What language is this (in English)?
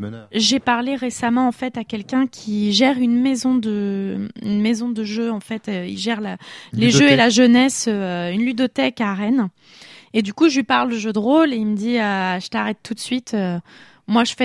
French